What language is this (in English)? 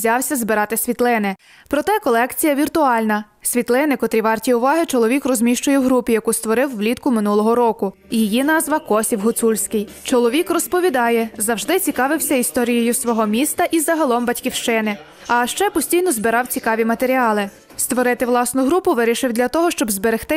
Ukrainian